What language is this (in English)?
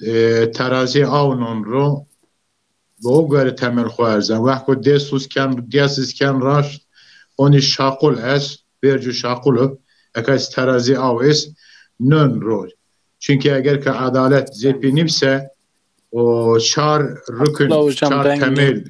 Zaza